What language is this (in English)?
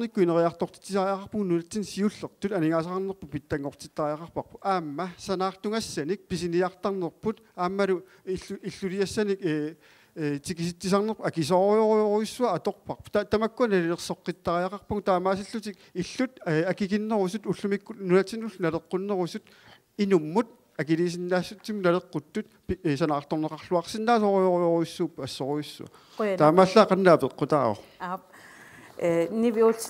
Kalaallisut